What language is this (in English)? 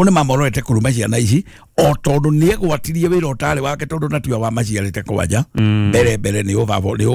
Kikuyu